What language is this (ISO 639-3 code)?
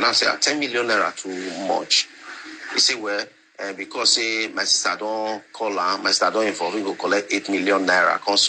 pcm